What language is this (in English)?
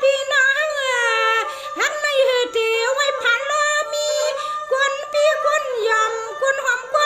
Shan